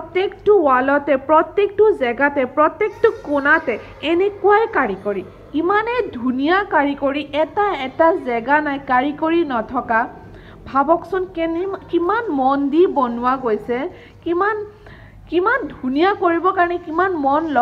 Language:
Assamese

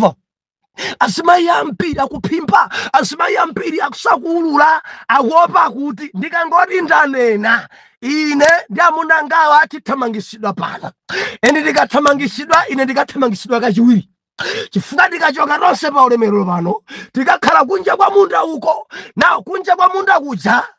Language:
Nyanja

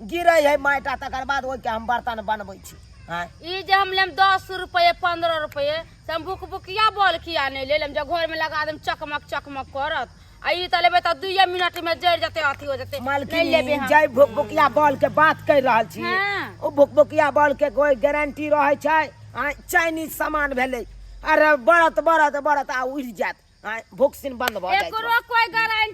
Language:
Maithili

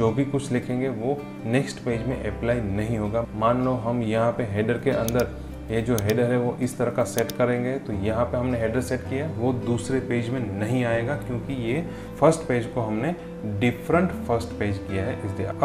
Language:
Hindi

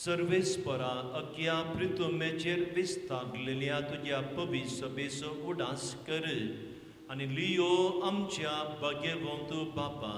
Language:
Konkani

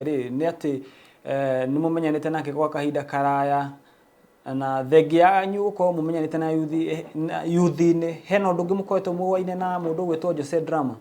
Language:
Kikuyu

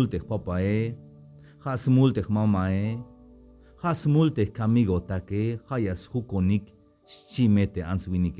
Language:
Tzeltal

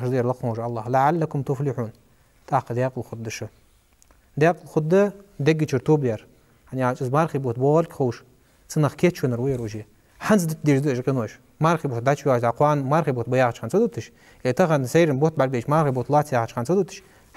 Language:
Ingush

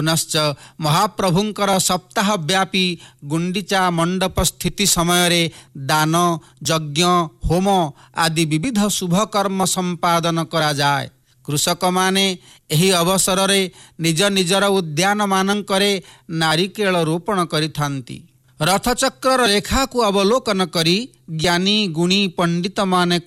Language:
Odia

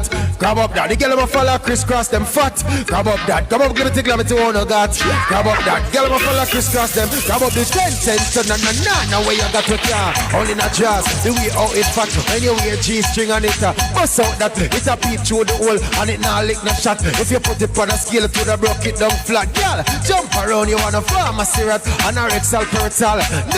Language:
Jamaican Creole English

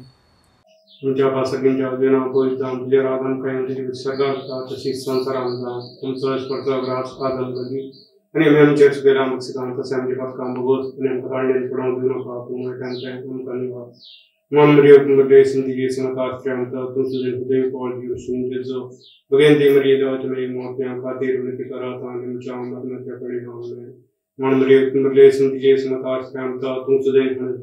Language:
Konkani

